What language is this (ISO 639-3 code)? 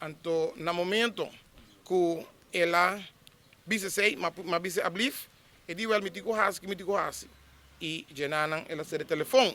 pap